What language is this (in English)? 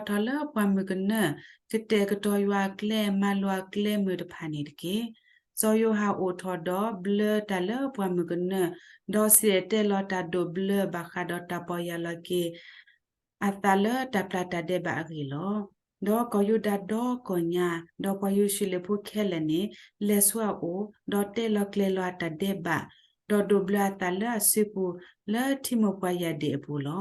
S'gaw Karen